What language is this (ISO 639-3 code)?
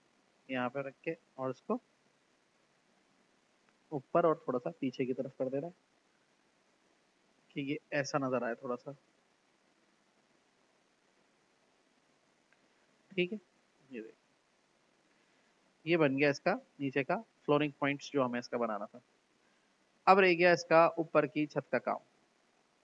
hin